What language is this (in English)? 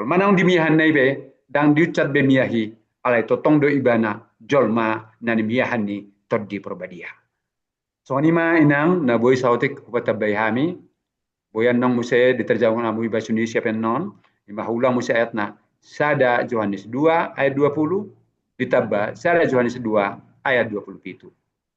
Batak Toba